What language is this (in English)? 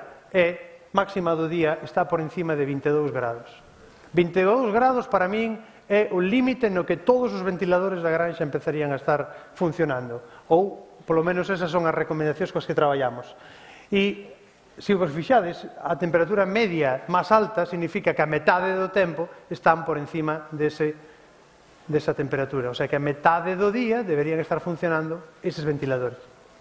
Galician